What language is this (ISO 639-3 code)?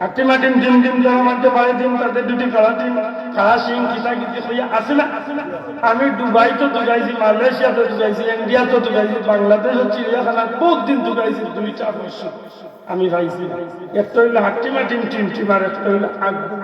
syl